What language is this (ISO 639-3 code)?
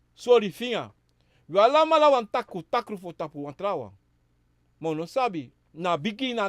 srn